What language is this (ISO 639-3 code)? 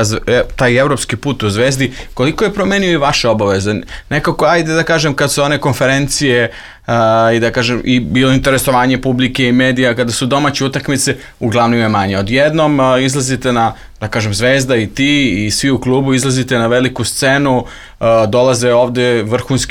srp